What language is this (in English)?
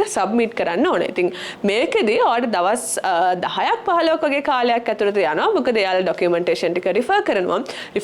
Sinhala